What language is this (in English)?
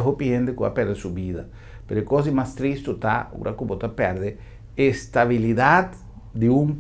Papiamento